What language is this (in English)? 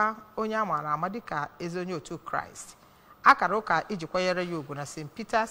Igbo